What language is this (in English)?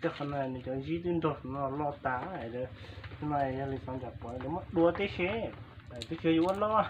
Hmong